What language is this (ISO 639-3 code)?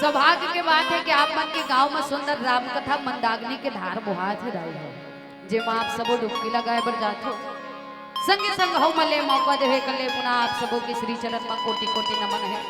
hne